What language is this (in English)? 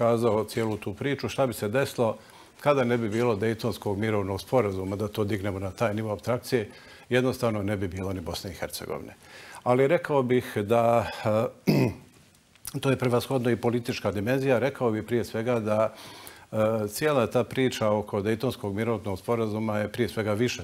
Bosnian